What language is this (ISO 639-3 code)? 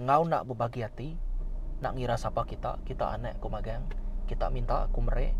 iba